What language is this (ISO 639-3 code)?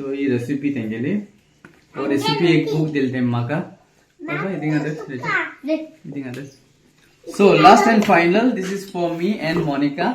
kok